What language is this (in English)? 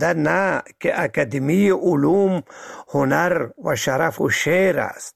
Persian